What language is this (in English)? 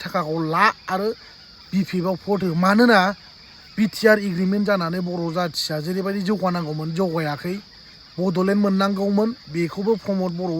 Bodo